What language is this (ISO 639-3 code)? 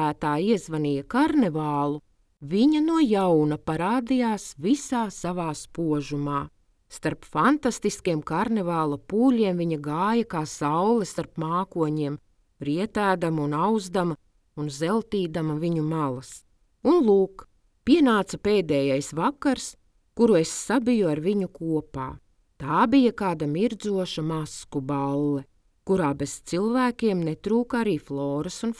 lav